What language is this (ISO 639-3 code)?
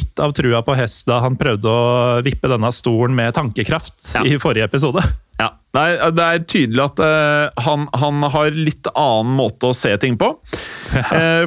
nor